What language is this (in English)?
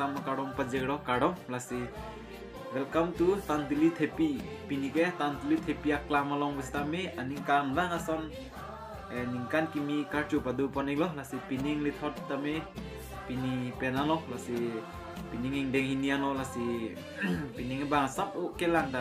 Karbi